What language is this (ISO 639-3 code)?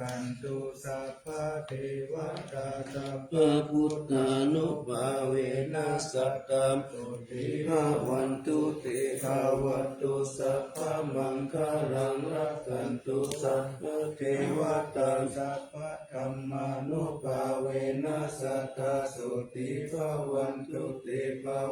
pli